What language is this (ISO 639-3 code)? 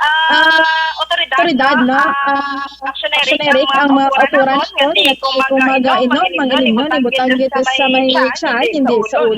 hil